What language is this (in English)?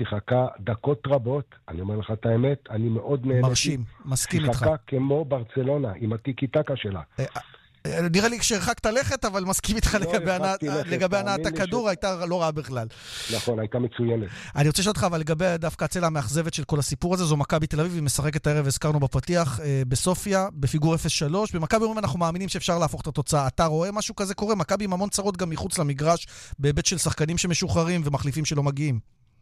Hebrew